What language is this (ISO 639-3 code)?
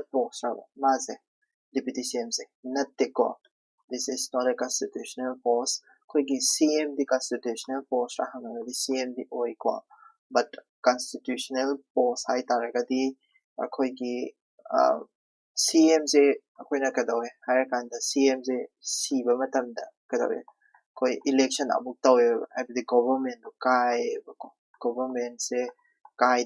mni